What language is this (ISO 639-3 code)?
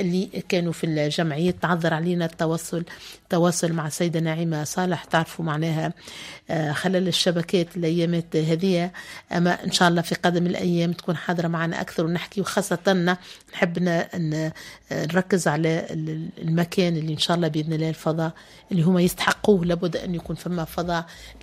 aeb